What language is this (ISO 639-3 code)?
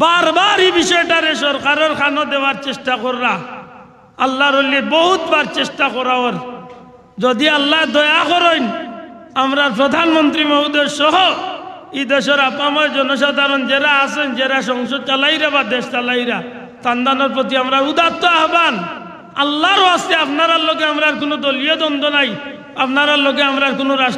syl